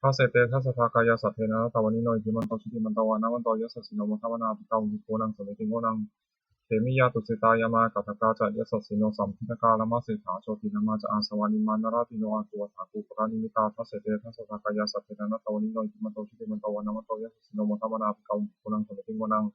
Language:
Pali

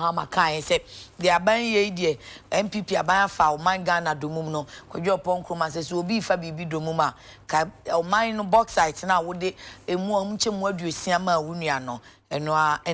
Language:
Akan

